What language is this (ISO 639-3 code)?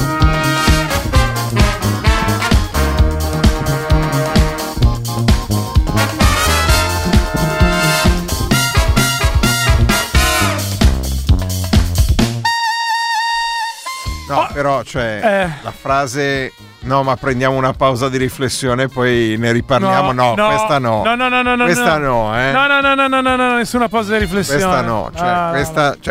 ita